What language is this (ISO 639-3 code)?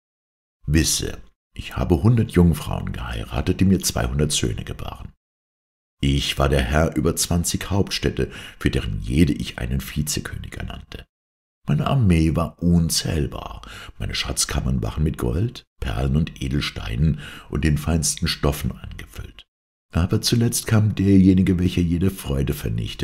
deu